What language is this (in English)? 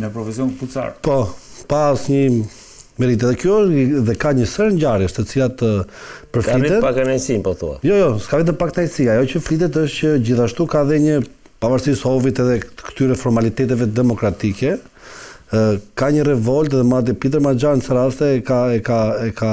Albanian